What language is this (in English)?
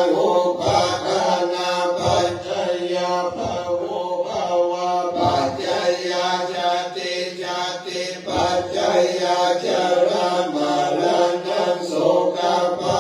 Pali